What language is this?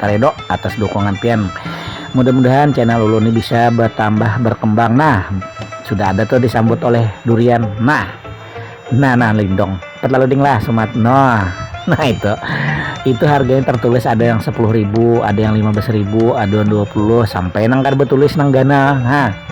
Banjar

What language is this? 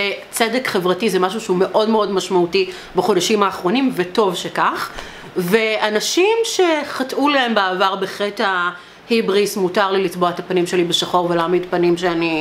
Hebrew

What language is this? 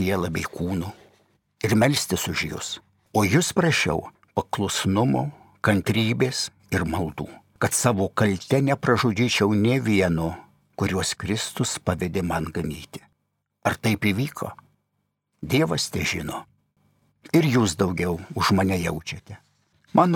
Lithuanian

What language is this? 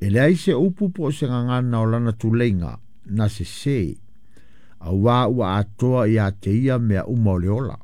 Samoan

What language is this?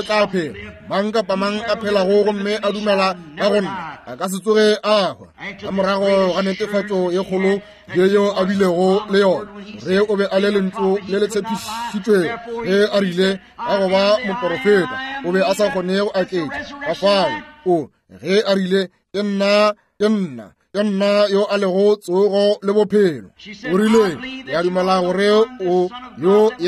Northern Sotho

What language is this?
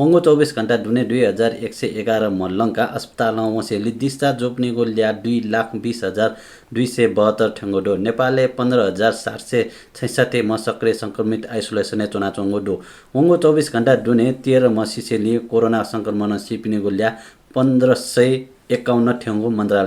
Newari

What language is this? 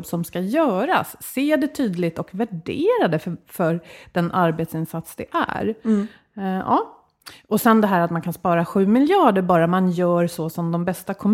Swedish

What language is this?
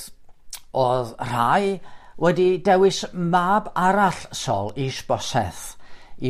Welsh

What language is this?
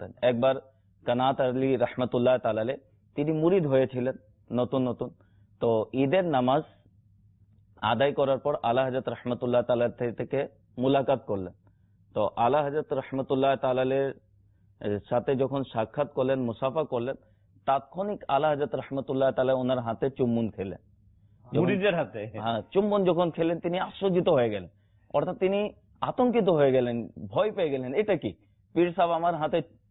Bangla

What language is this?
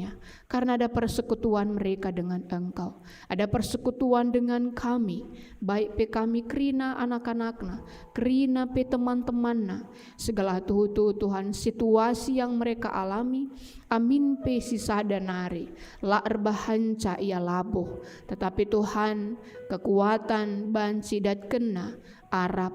Batak Karo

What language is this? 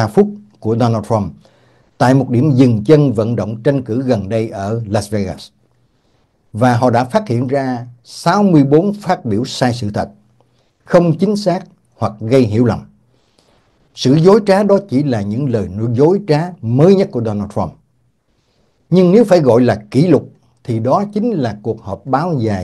Vietnamese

